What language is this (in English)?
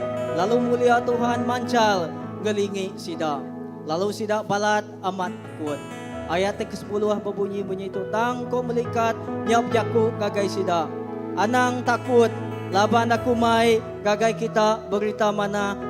Iban